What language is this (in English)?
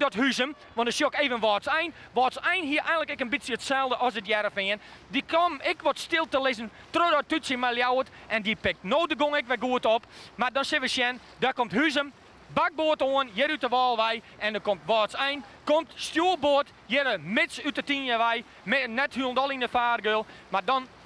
Western Frisian